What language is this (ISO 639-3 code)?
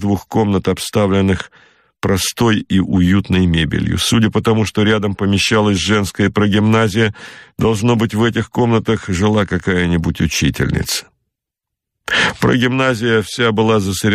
rus